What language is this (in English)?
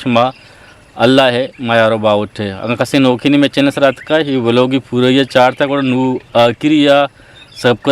Eastern Balochi